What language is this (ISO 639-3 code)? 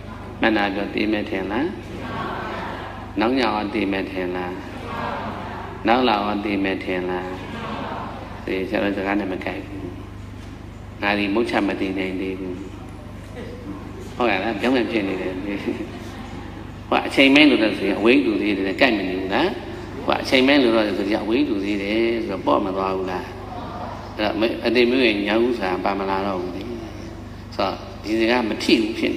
mya